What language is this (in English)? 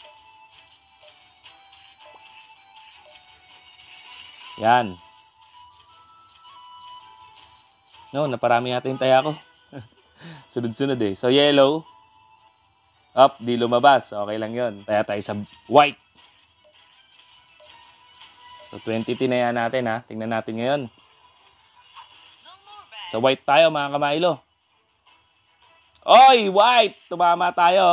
Filipino